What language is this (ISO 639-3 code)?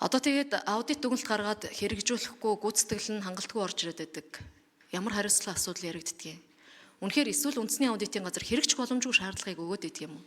mon